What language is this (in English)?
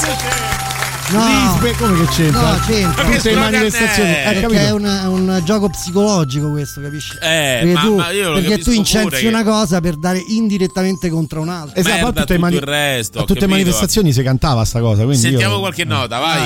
Italian